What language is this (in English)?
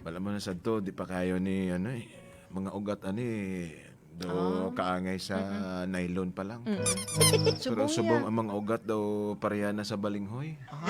Hiligaynon